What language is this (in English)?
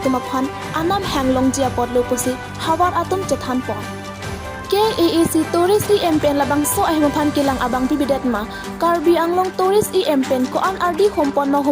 Karbi